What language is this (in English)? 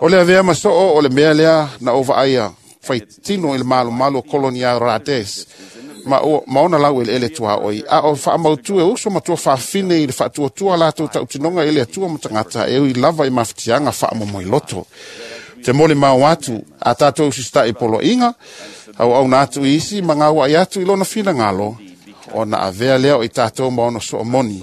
Samoan